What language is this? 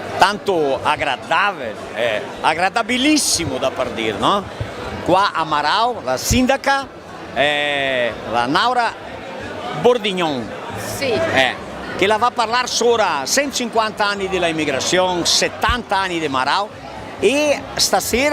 Venetian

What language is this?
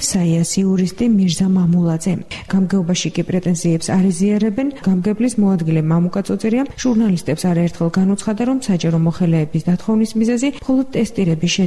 Georgian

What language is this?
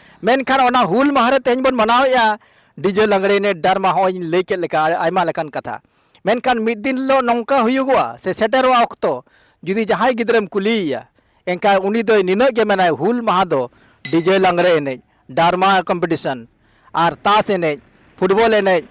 Santali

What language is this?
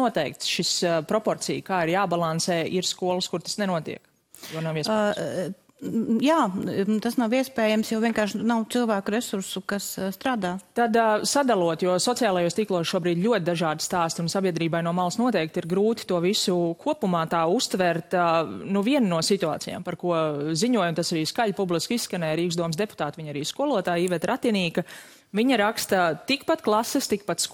Latvian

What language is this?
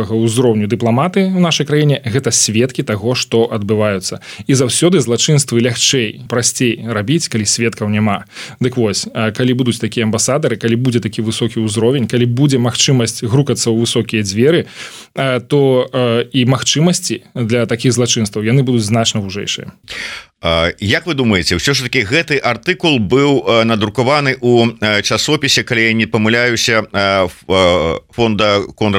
Belarusian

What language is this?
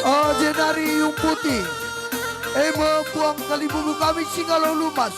Batak Karo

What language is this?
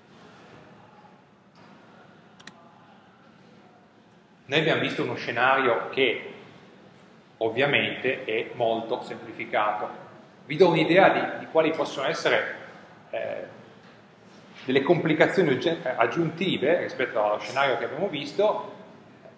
Italian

